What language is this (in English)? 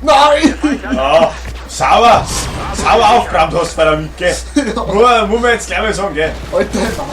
Bavarian